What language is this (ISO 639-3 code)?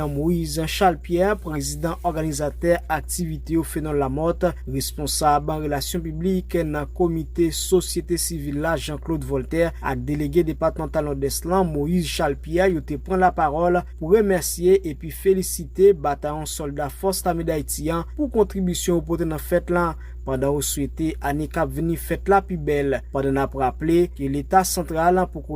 hat